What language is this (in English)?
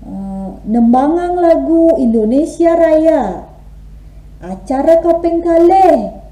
Balinese